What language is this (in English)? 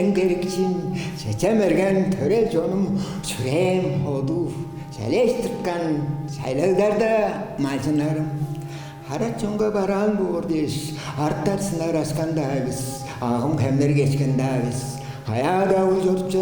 Tuvinian